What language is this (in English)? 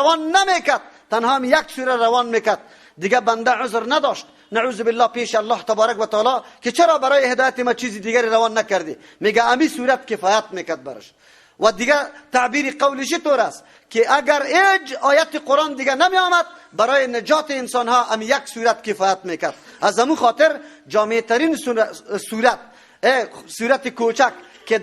Persian